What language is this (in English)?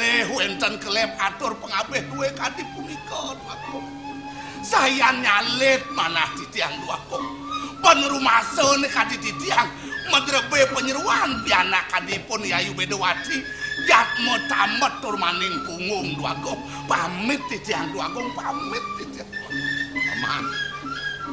Balinese